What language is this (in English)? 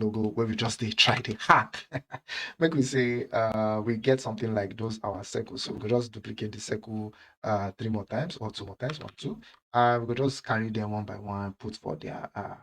Nigerian Pidgin